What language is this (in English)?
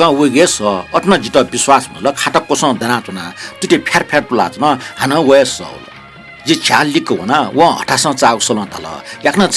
Newari